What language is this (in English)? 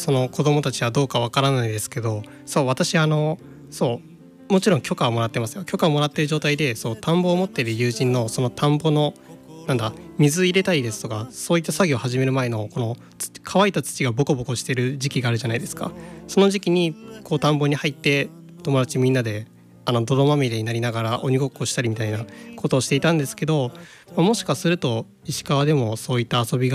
Japanese